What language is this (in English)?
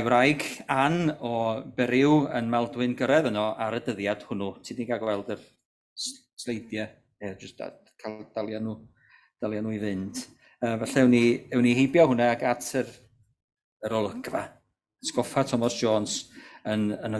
Welsh